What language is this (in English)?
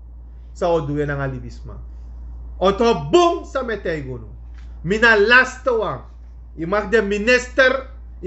Sranan Tongo